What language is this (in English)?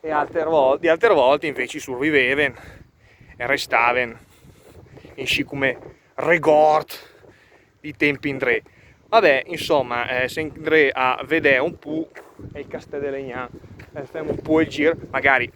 Lombard